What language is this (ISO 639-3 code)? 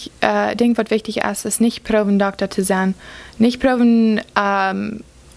pdt